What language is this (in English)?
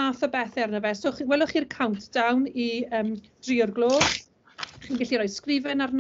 Welsh